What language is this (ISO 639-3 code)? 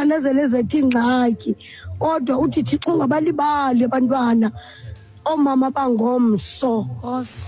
xho